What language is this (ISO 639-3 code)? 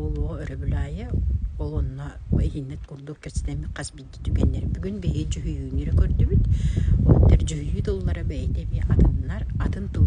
sah